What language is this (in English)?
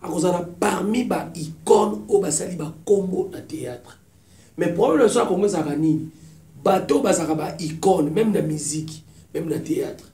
Lingala